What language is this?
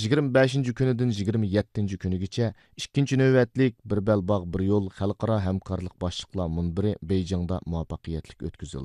Uyghur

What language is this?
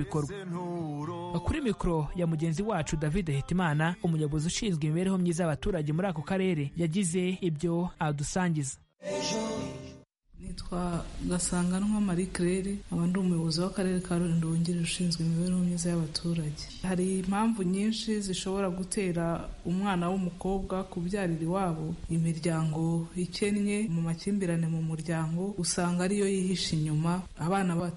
Kinyarwanda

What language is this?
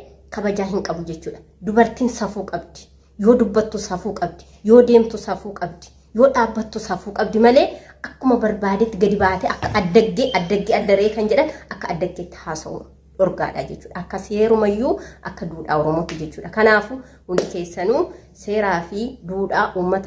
Oromo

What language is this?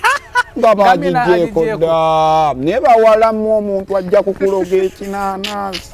Ganda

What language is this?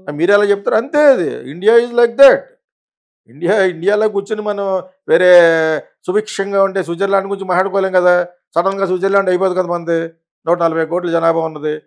Telugu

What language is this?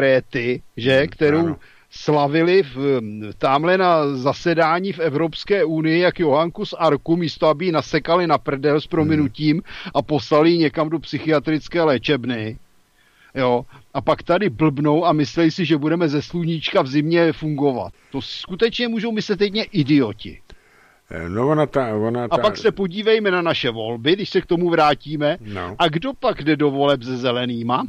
Czech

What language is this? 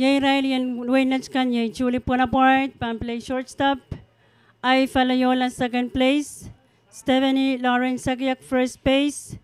Pohnpeian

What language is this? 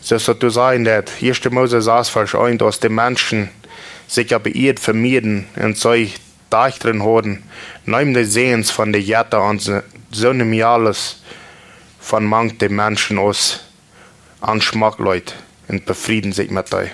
Plautdietsch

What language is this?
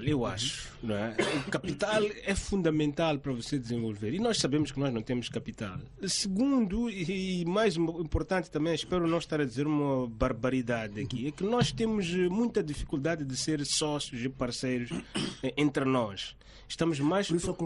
Portuguese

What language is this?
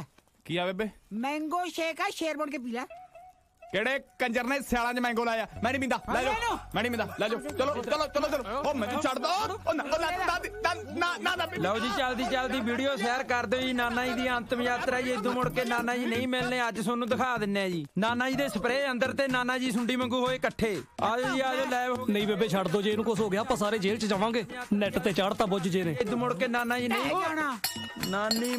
Punjabi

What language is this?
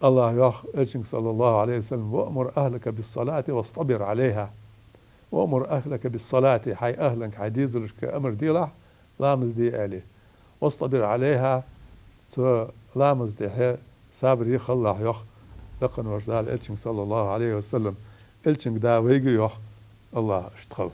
Ingush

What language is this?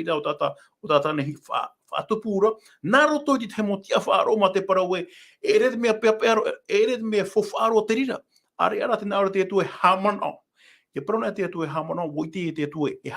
Tahitian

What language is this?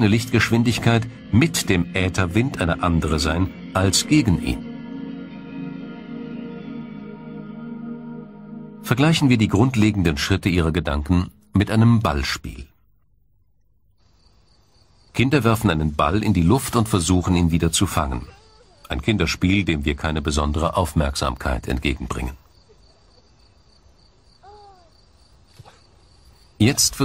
German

